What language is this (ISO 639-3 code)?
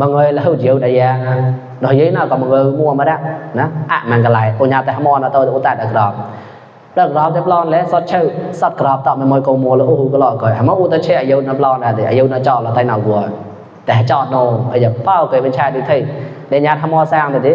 mnw